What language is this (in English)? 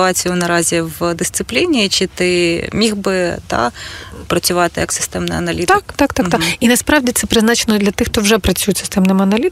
Ukrainian